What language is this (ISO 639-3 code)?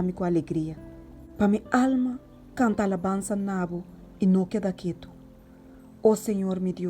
pap